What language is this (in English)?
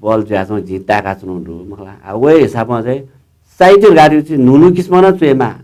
Newari